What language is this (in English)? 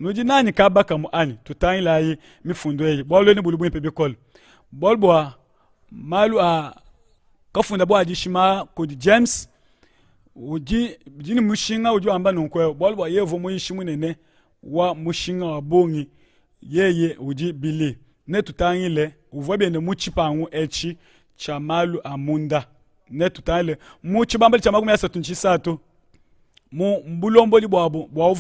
Luba-Lulua